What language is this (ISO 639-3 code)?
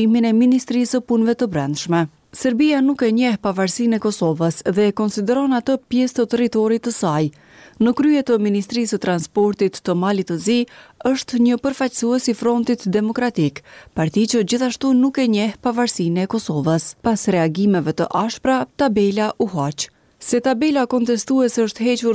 sqi